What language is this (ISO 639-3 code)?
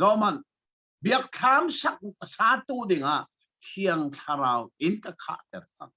cnh